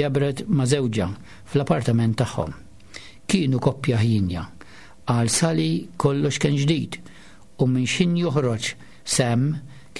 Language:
Maltese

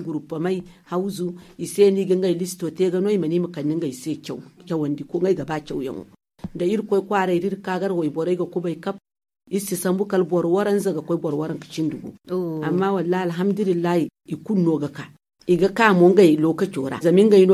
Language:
Zarma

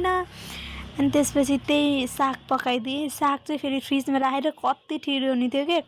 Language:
Nepali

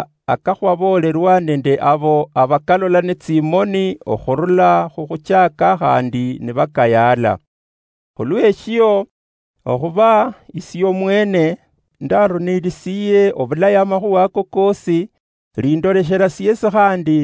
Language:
Luyia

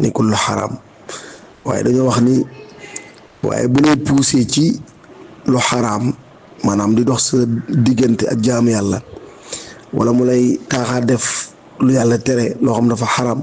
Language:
Wolof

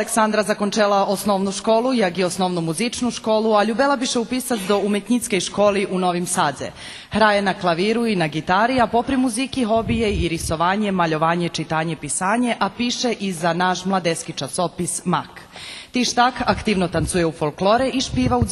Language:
Rusyn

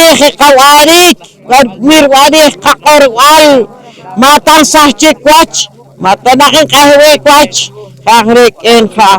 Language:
Poqomchi'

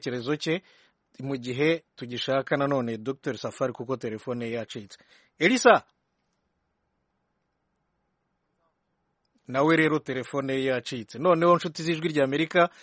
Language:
Kinyarwanda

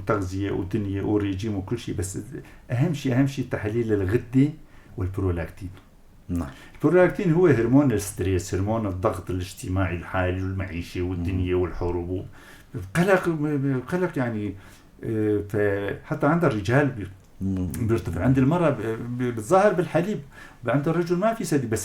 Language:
North Levantine Arabic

